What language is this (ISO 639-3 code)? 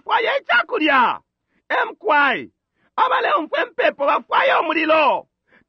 bem